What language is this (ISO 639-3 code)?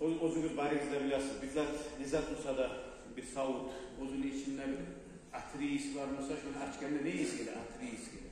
kum